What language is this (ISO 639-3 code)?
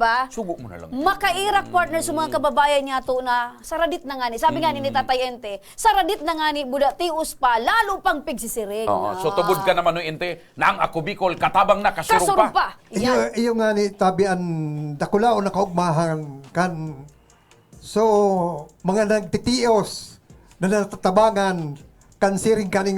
bik